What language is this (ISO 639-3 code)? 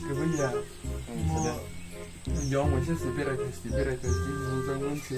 trp